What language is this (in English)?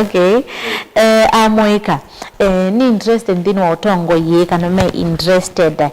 Kamba